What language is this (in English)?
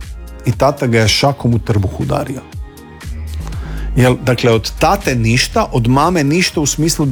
Croatian